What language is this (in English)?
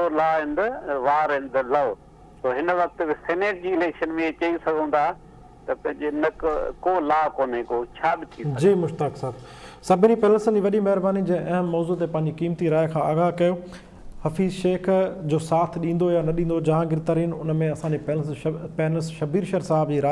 Sindhi